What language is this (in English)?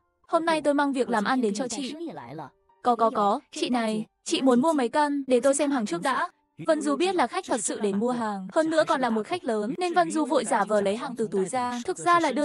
Vietnamese